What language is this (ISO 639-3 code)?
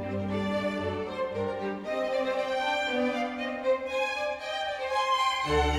est